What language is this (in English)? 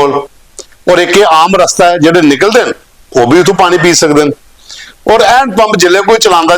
Dogri